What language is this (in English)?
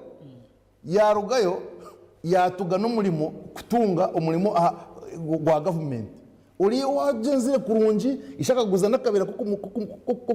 Nyankole